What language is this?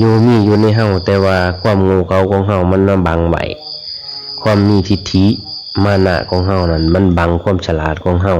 Lao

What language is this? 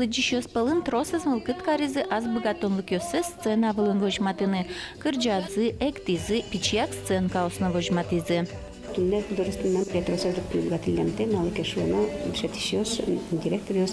Udmurt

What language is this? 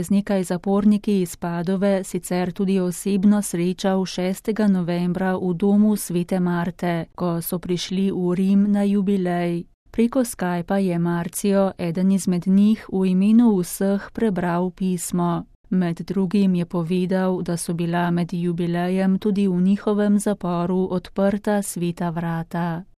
Slovenian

